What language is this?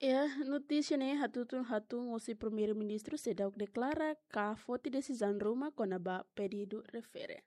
Tetum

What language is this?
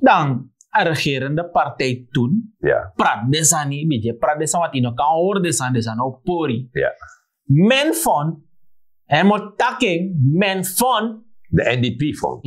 Sranan Tongo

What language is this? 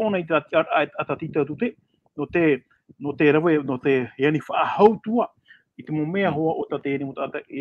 Tahitian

